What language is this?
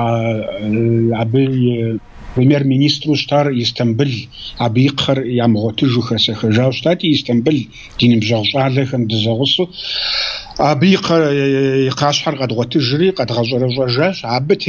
Kabardian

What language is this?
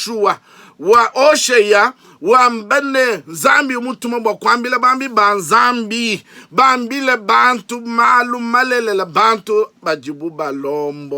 Luba-Lulua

